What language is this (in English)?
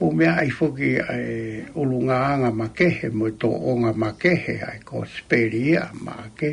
Tongan